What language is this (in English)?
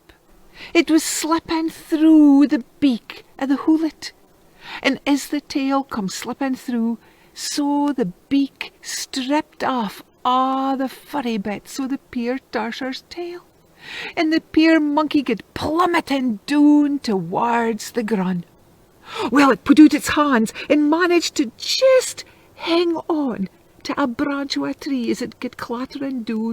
Scots